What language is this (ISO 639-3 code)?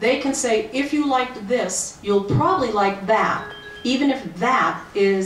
eng